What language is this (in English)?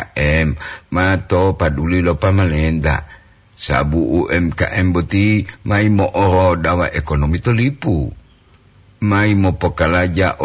Gorontalo